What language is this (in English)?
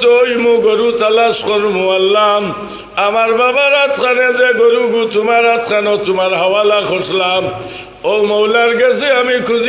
Sylheti